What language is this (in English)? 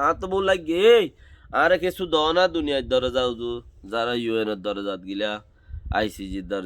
Rohingya